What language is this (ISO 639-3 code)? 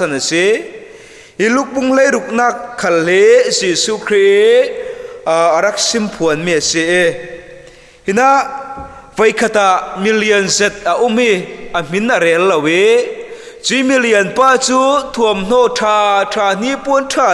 cfm